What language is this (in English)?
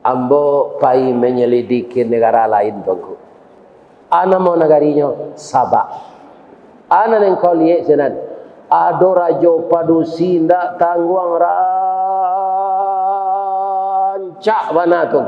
Minangkabau